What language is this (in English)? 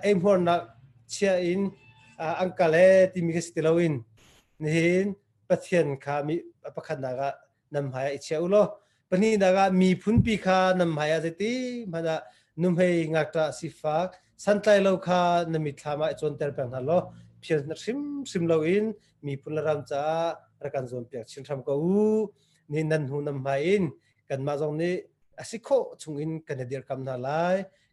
Hakha Chin